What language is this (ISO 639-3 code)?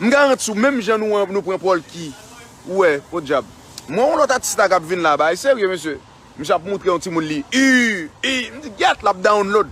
hat